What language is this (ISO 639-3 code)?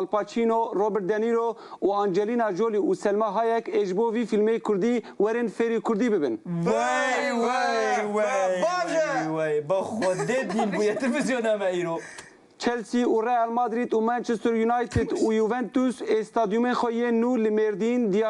kur